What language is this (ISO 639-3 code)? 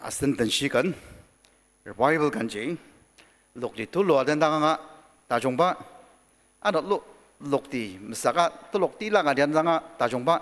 njo